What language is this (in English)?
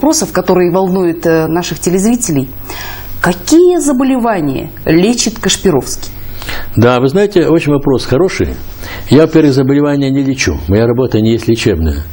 Russian